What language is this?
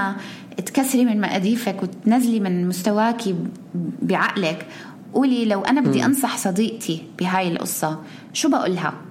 North Levantine Arabic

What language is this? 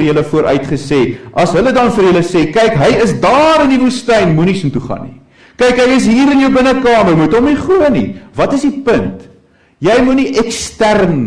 Afrikaans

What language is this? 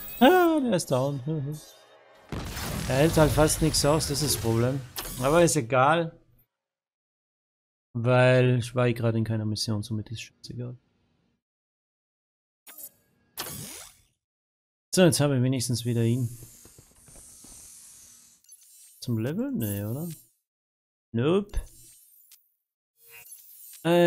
German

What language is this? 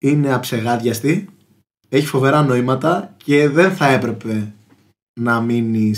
Greek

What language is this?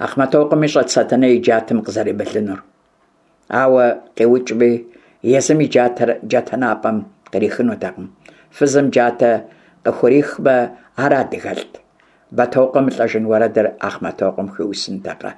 Kabardian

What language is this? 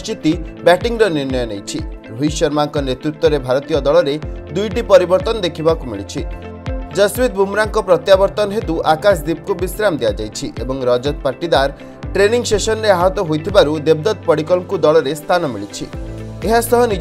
Odia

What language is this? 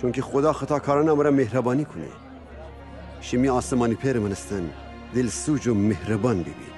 Gilaki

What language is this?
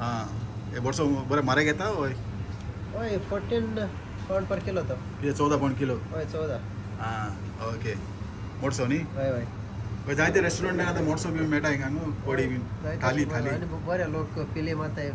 Konkani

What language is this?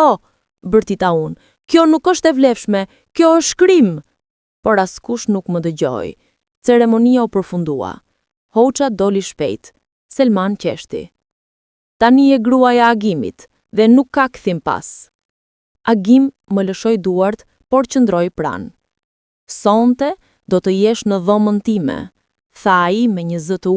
Albanian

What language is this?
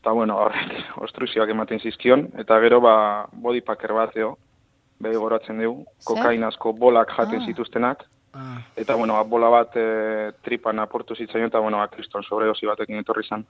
Basque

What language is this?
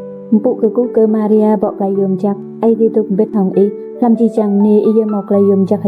Rade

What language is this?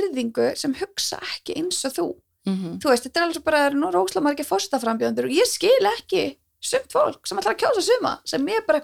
Icelandic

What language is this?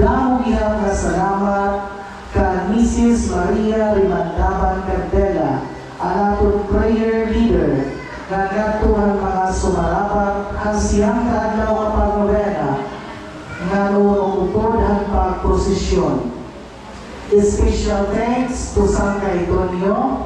Waray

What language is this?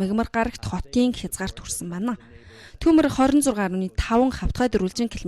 Mongolian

